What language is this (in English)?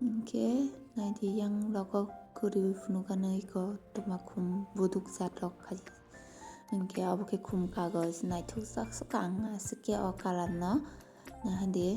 Kok Borok